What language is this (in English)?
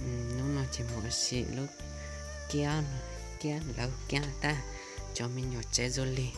Hmong